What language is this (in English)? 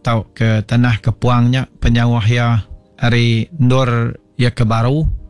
Iban